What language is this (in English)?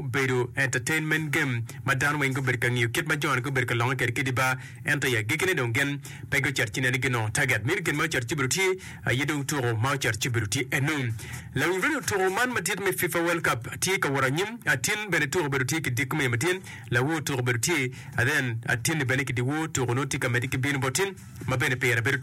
Acoli